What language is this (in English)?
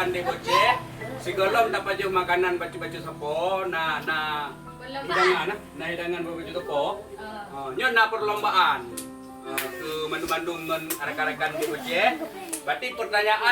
Achinese